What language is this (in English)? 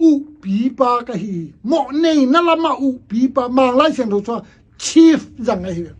Tedim Chin